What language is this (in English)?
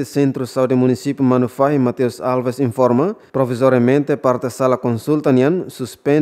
Tetum